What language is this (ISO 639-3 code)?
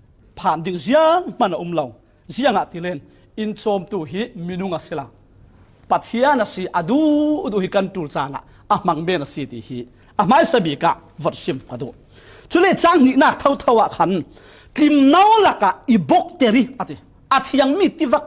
cfm